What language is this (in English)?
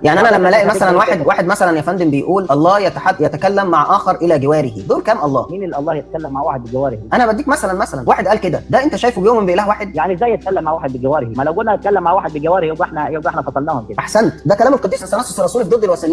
Egyptian Arabic